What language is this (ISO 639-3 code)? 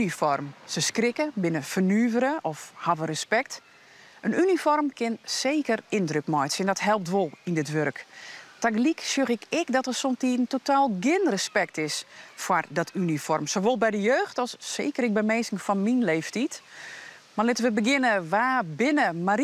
fry